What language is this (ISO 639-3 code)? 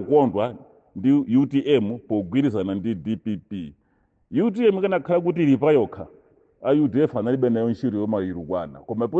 nya